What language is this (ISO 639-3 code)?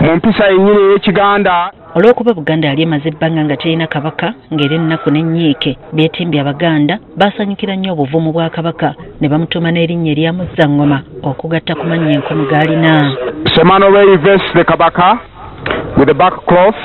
lug